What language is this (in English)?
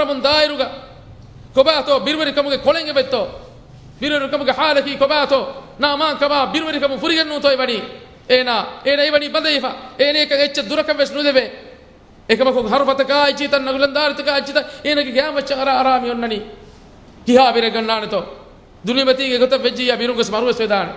Divehi